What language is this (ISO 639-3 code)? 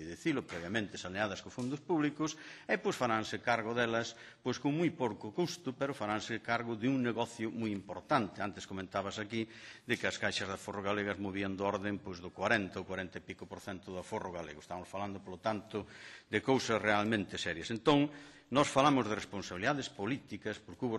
glg